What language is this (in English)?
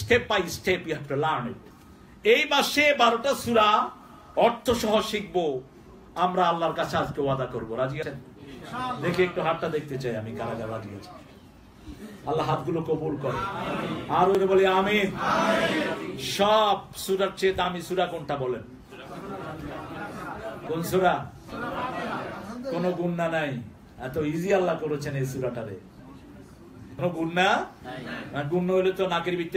Bangla